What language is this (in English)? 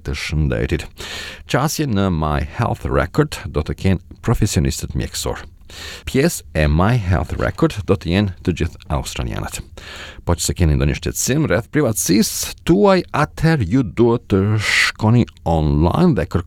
Albanian